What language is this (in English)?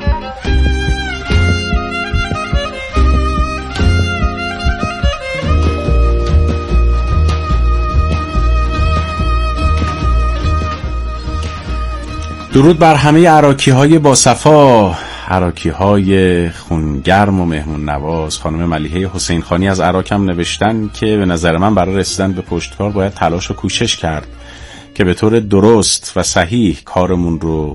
Persian